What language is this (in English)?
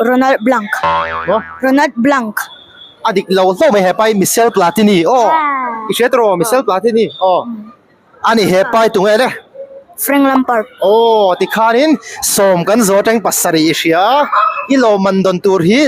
Mizo